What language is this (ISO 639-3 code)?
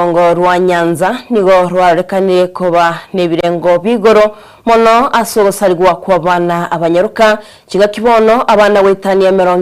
guz